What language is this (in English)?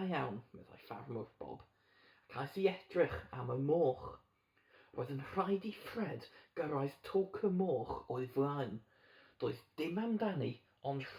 Welsh